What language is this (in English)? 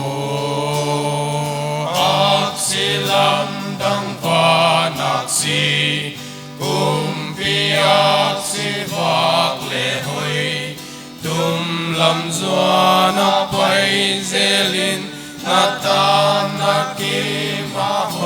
Paite Chin